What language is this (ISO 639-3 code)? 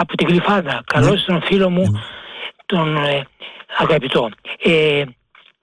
ell